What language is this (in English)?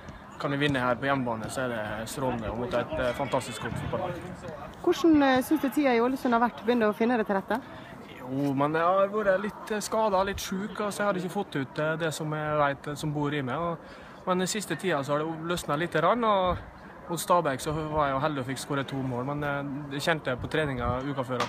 Norwegian